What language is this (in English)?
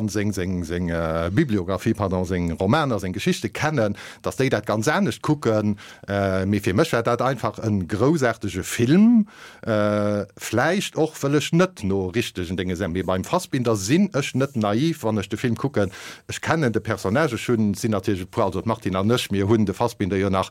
Luxembourgish